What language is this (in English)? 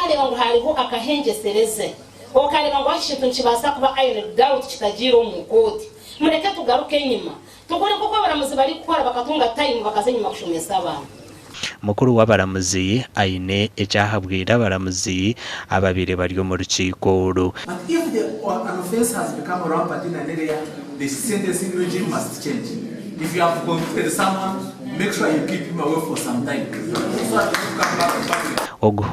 Nyankole